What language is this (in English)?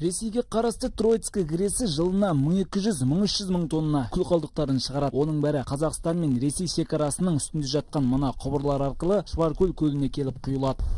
Kazakh